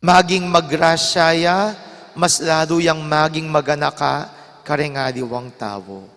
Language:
Pampanga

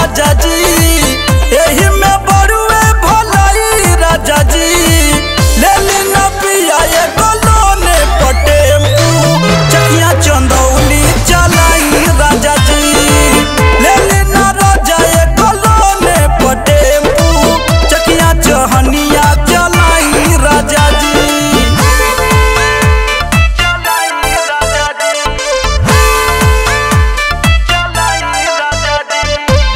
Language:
Bhojpuri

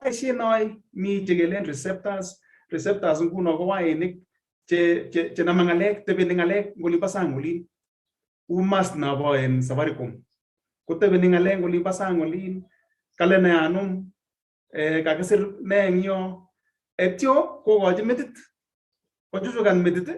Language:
Kalenjin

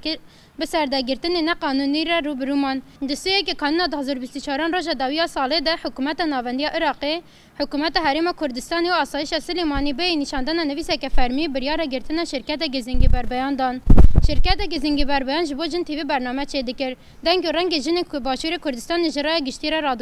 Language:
Kurdish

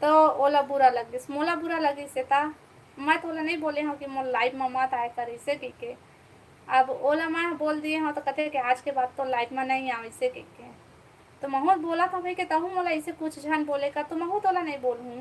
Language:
Chhattisgarhi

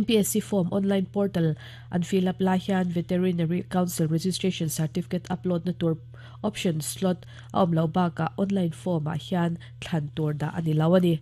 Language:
Mizo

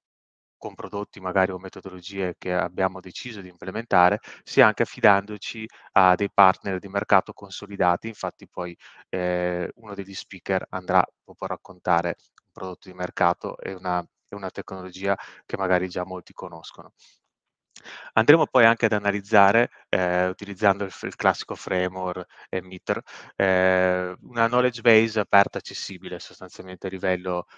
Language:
Italian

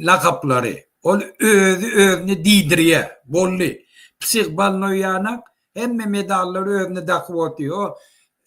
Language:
Turkmen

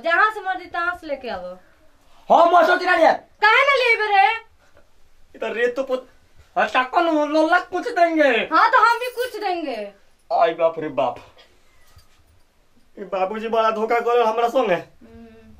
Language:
Bhojpuri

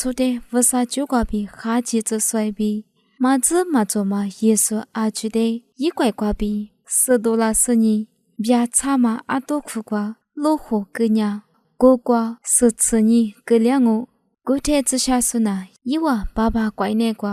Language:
Lisu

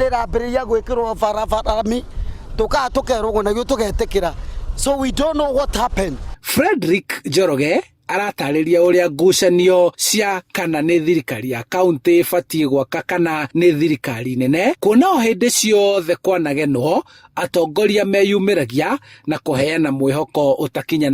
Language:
Kikuyu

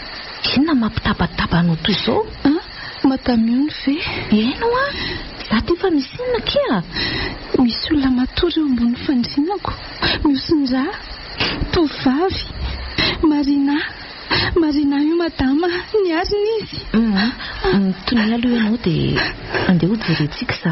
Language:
Malagasy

